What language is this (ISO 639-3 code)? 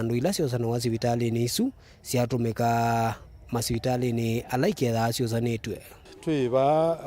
kam